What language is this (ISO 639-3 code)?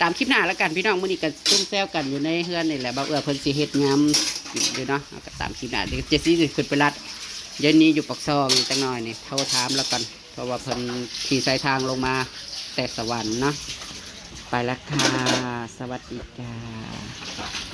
tts